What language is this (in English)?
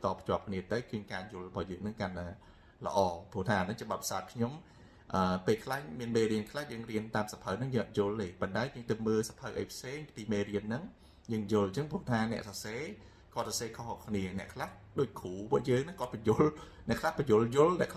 Khmer